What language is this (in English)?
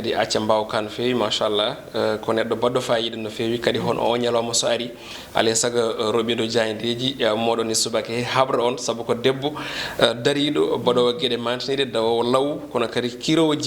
Fula